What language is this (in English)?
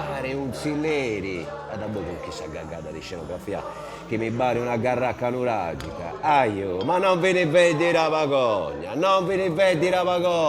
Sardinian